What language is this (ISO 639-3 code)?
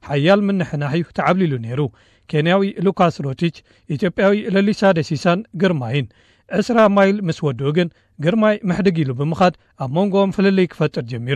tir